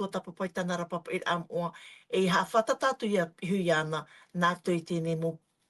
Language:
Tahitian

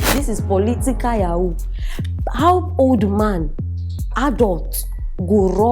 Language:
Nigerian Pidgin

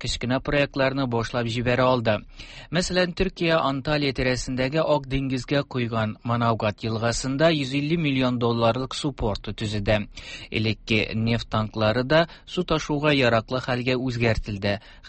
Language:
Tatar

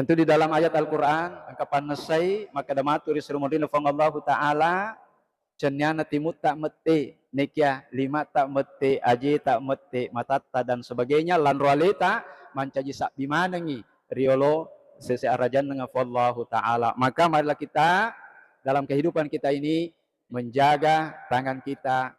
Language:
Buginese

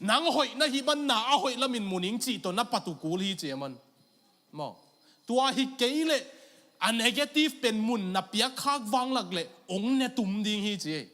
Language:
Tedim Chin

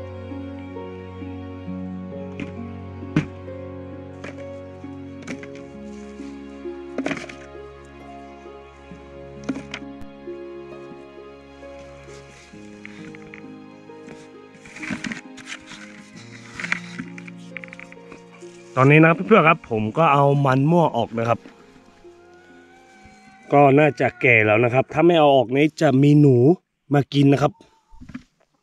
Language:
Thai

